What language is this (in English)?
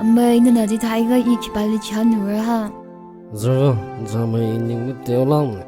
Tangkhul Naga (India)